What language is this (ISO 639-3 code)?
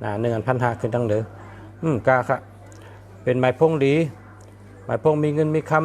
shn